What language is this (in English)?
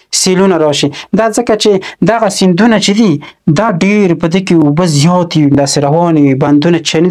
Pashto